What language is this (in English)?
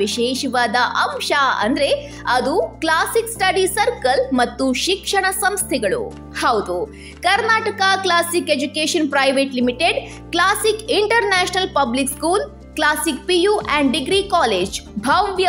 Kannada